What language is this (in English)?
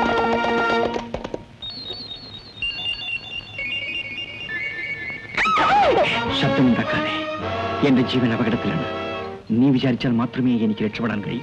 Malayalam